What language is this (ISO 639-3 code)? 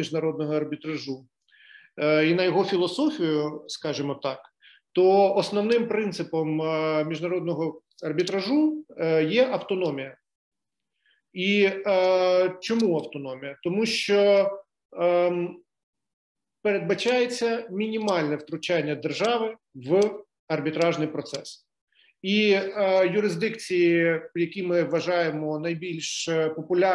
ukr